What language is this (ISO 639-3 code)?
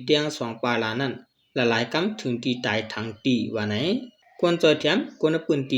shn